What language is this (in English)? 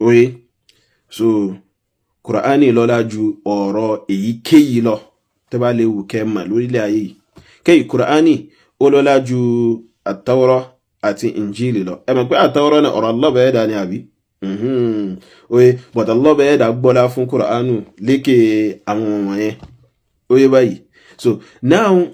Yoruba